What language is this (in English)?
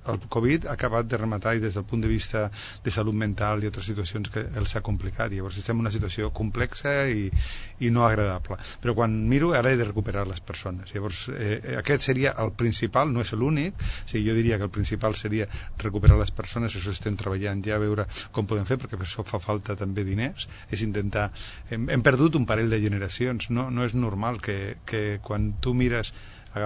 Catalan